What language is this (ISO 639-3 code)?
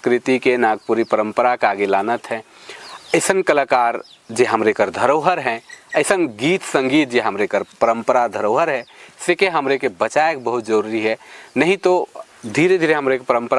sck